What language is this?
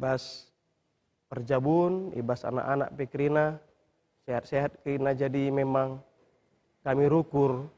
Batak Karo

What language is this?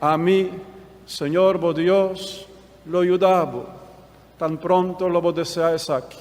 Papiamento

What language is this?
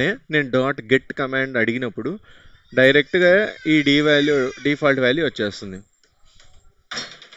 Telugu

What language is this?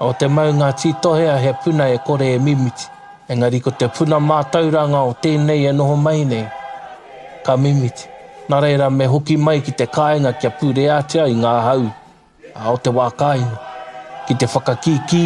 Māori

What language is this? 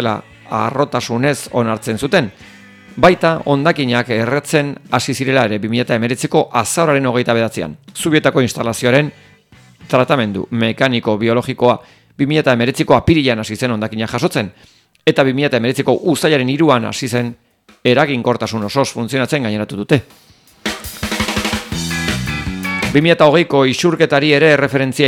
Basque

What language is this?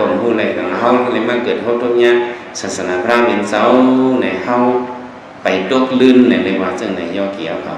Shan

